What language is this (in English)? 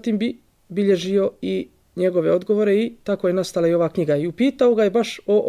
Bosnian